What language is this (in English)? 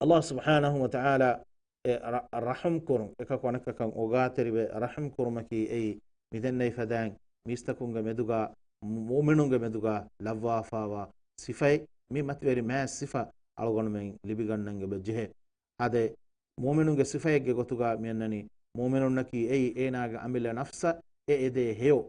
Divehi